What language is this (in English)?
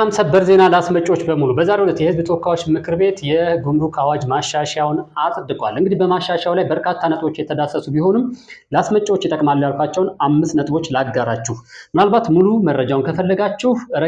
Amharic